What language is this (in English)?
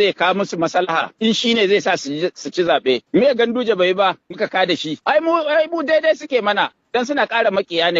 Hausa